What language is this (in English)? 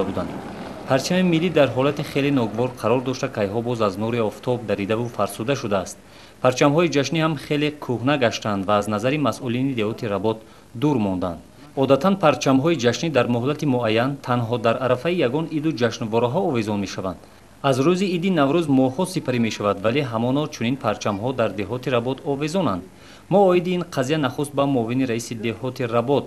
Tajik